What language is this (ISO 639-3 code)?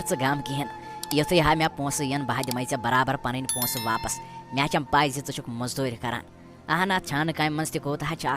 kas